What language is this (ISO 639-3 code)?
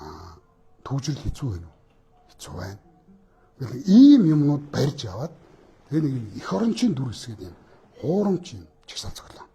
mon